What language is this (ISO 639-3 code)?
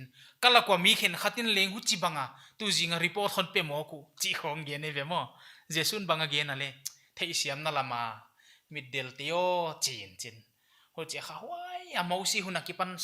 pck